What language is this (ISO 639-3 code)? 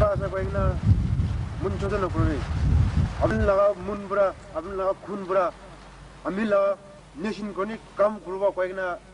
nag